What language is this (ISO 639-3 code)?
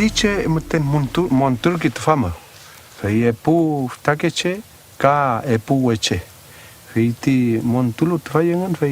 arn